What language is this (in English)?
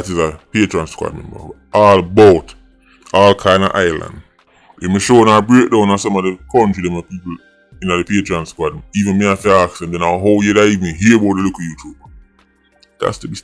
Jamaican Creole English